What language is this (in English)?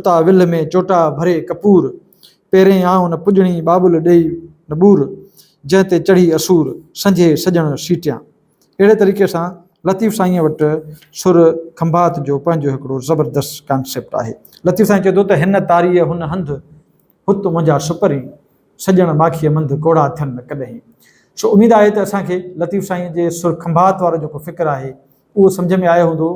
Sindhi